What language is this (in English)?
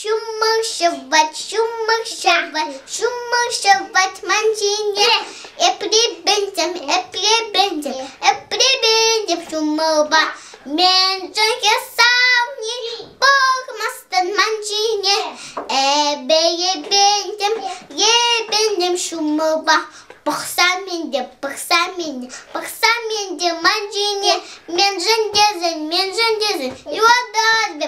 Chuvash